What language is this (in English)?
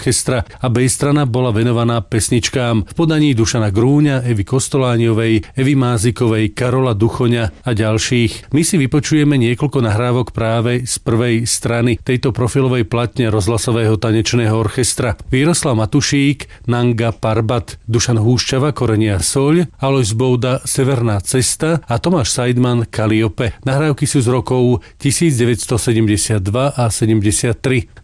Slovak